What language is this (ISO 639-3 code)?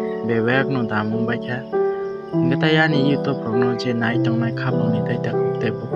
trp